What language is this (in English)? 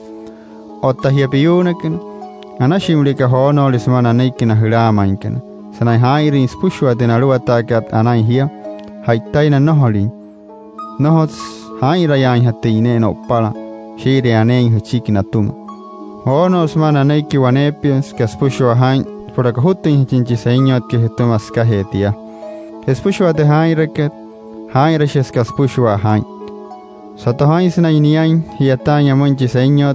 Wayuu